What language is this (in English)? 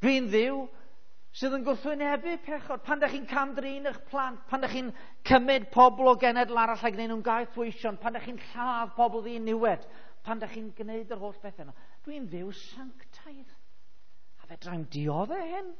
Welsh